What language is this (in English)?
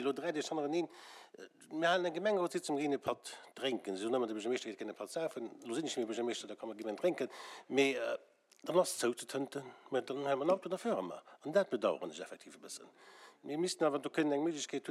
Luxembourgish